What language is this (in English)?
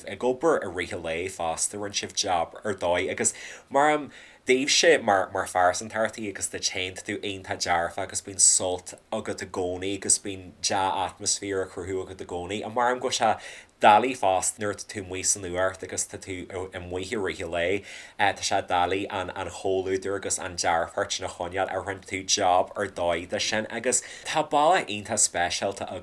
Irish